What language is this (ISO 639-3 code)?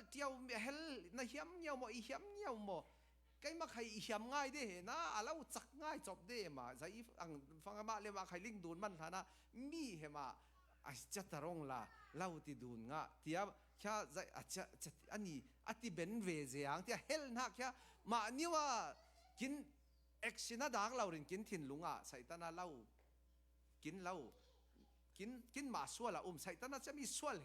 cfm